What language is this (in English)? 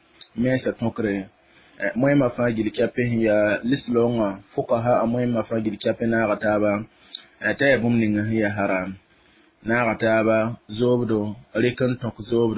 Mossi